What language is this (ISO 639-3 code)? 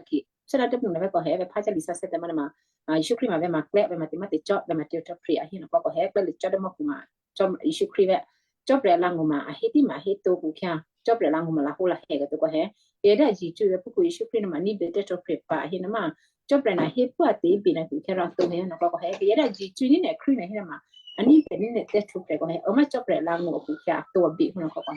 kyu